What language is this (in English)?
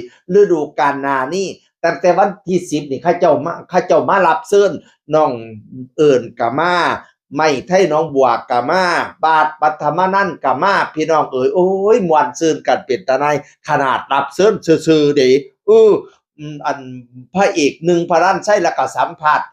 Northeastern Thai